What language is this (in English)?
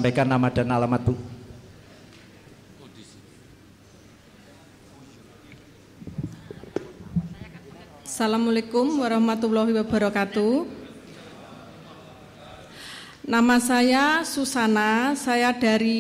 Indonesian